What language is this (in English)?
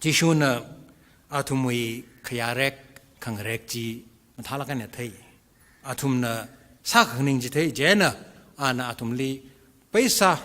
Tangkhul Naga (India)